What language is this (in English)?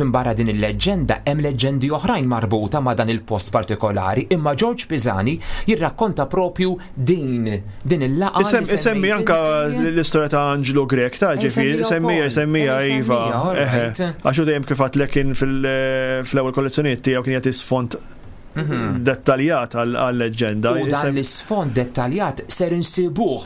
Maltese